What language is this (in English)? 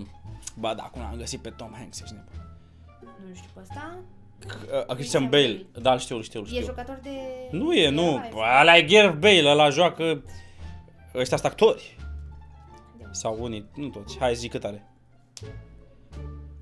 Romanian